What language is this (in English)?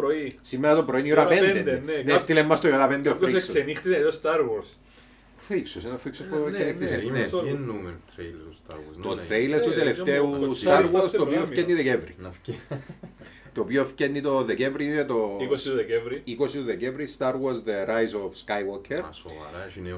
Greek